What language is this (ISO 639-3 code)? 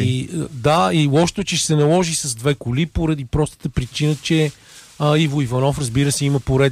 bul